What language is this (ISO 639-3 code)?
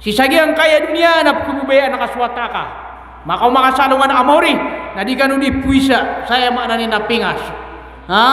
mrw